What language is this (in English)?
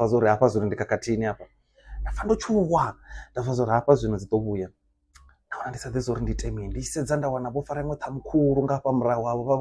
Venda